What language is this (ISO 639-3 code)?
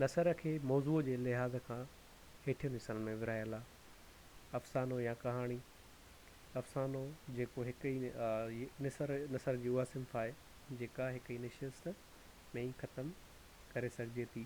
snd